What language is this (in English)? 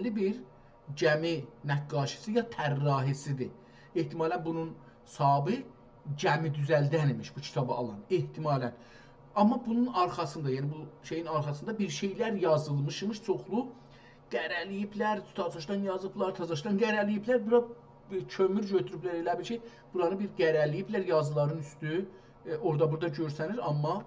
South Azerbaijani